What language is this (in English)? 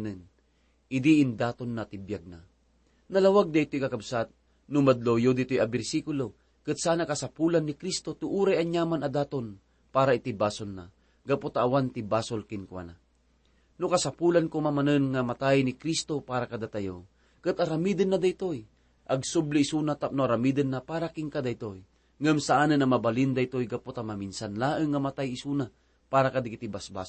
Iloko